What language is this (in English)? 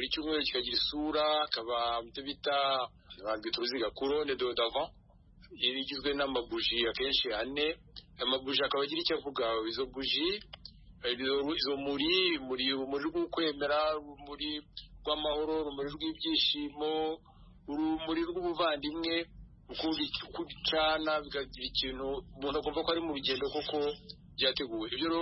Kinyarwanda